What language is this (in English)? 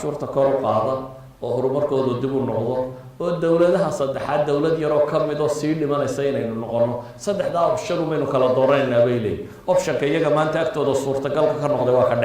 Somali